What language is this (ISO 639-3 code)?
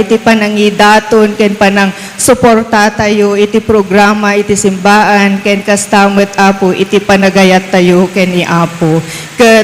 ilo